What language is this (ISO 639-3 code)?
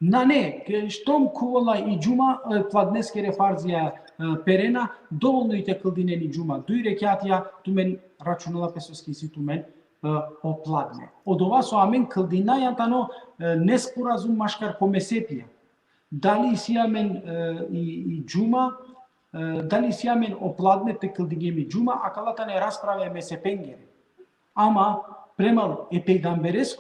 rmn